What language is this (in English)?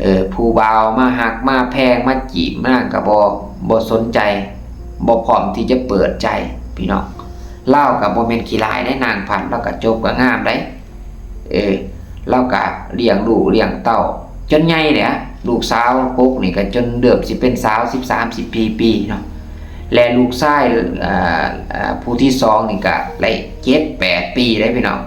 Lao